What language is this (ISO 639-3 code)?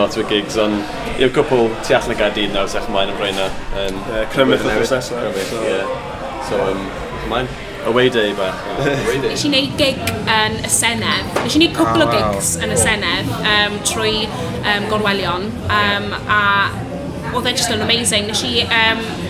cym